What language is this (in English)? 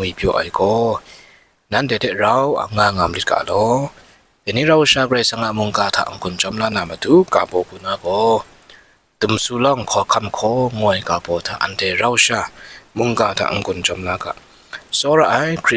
Kachin